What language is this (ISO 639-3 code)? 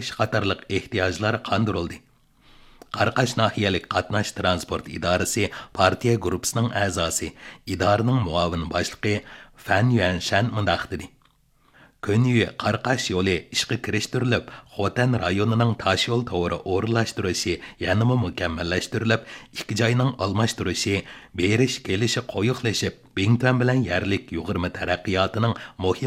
uig